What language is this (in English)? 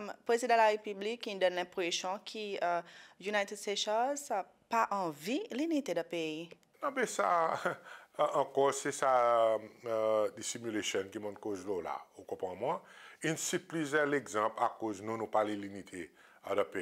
Seselwa Creole French